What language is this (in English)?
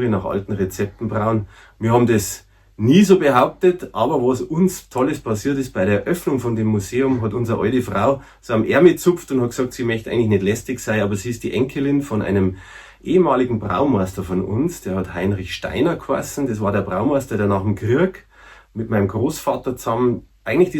Bavarian